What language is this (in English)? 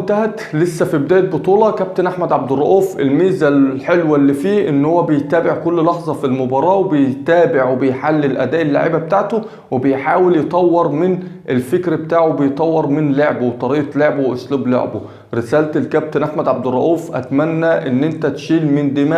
Egyptian Arabic